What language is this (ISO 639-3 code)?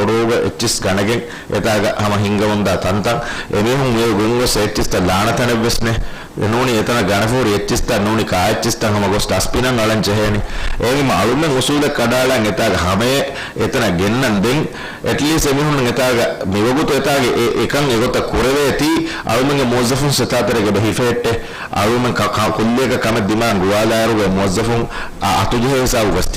div